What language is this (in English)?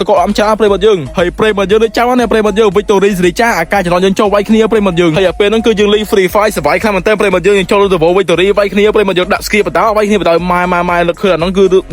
Khmer